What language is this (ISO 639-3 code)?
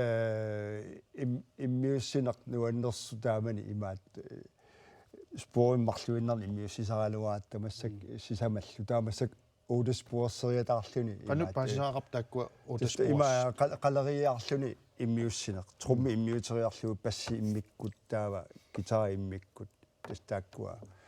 kal